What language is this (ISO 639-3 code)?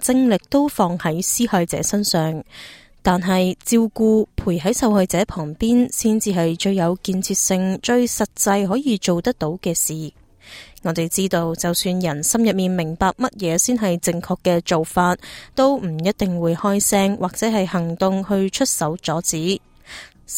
yue